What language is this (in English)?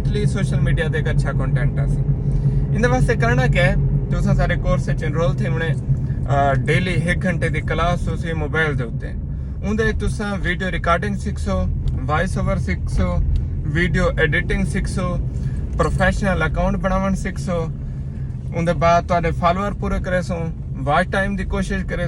Saraiki